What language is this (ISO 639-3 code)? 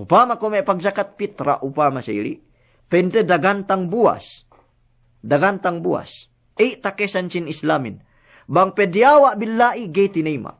yka